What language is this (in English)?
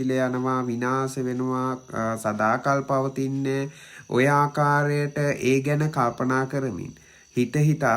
Sinhala